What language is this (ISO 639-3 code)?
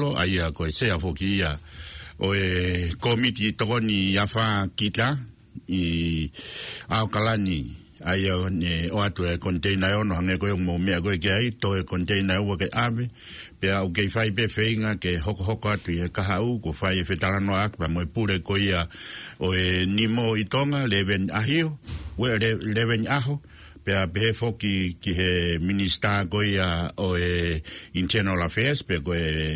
ton